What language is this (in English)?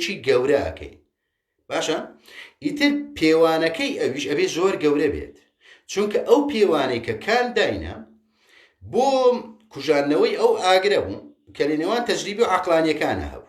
Central Kurdish